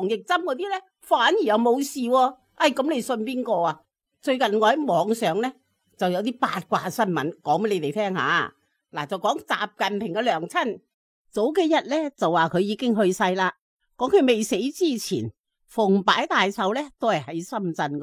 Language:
Cantonese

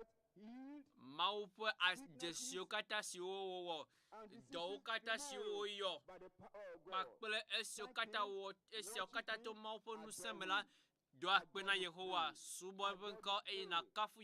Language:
Ewe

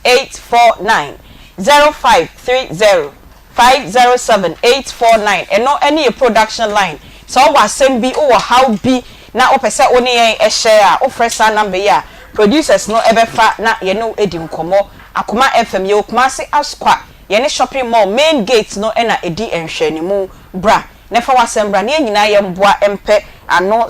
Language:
Akan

